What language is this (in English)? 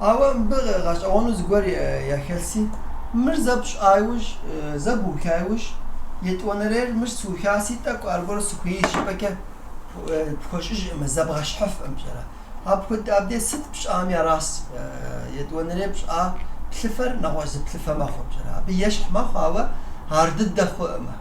Kabardian